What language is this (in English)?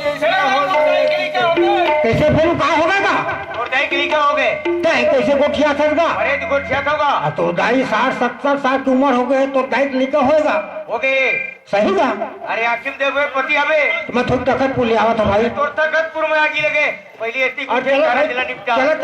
Chhattisgarhi